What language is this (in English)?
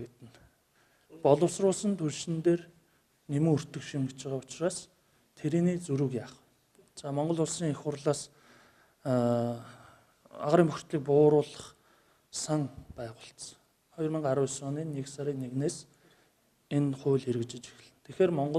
Mongolian